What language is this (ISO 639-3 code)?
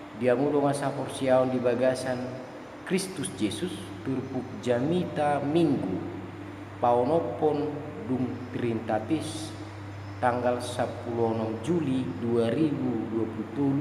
bbc